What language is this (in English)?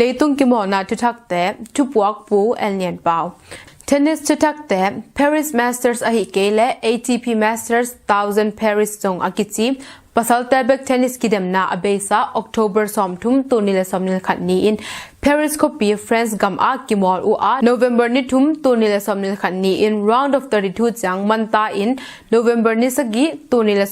Tedim Chin